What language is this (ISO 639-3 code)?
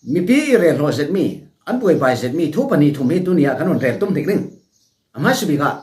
cfm